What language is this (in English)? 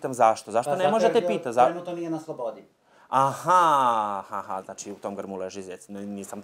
Serbian